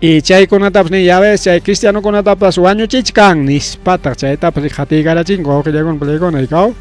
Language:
Ayacucho Quechua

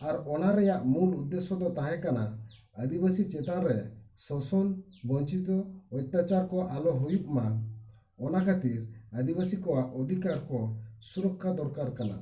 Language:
Santali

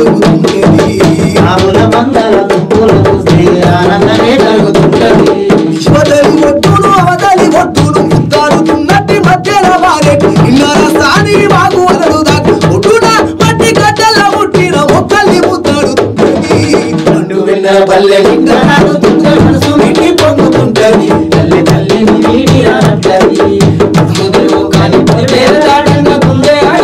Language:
Telugu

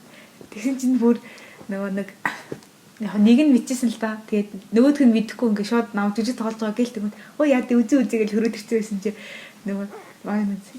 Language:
Mongolian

